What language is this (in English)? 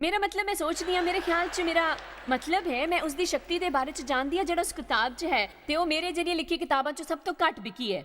Dogri